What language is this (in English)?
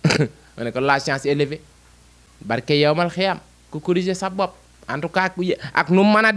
Wolof